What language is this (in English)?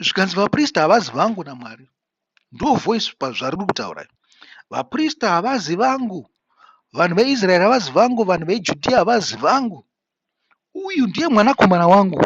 Shona